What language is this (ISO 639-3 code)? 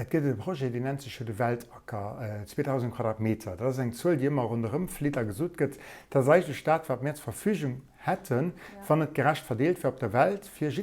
ltz